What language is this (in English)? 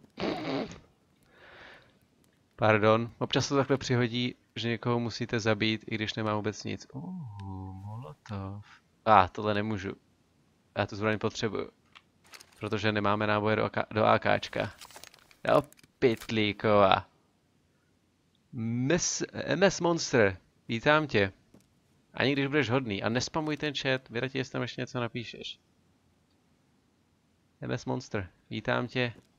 Czech